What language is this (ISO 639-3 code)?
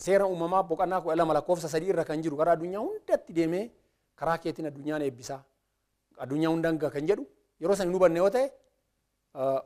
orm